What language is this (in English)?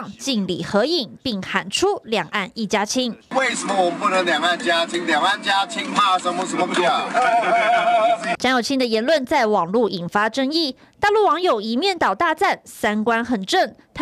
Chinese